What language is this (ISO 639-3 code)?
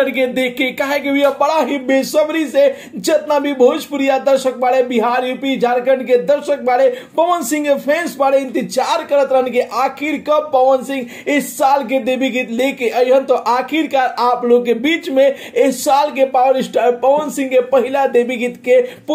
bho